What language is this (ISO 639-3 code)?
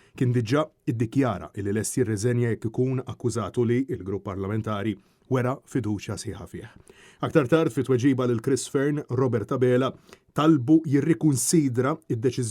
mlt